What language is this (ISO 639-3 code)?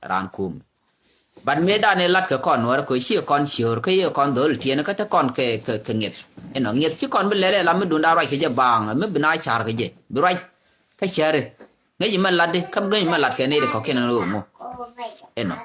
nus